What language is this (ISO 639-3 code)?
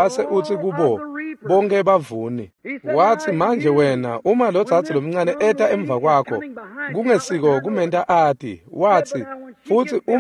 ssw